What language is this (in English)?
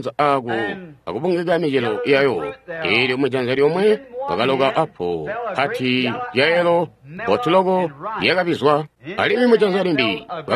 Tonga (Zambia)